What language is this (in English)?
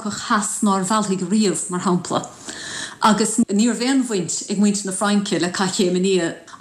Irish